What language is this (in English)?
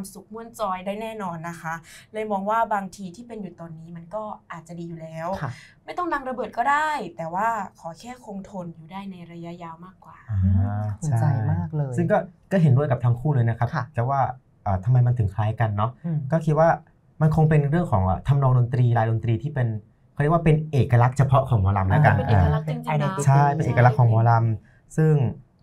Thai